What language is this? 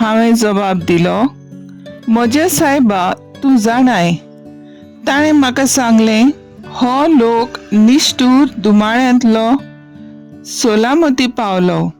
Konkani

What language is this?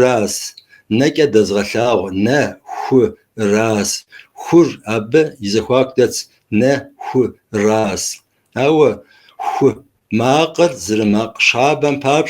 Kabardian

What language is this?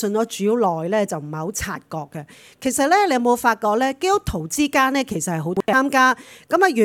Cantonese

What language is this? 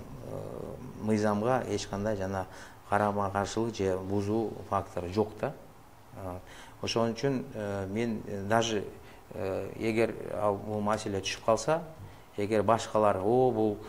Kyrgyz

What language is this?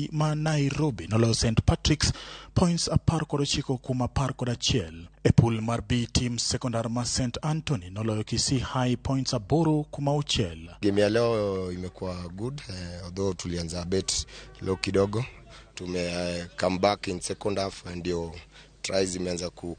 Luo (Kenya and Tanzania)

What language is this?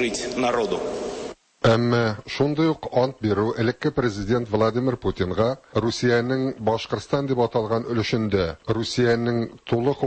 Tatar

